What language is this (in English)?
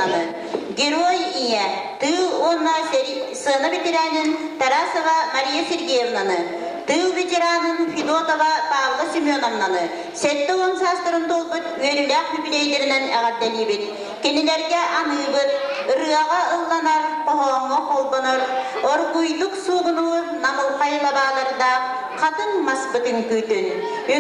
Yakut